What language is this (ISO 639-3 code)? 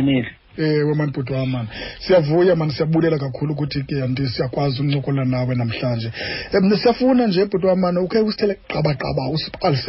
xho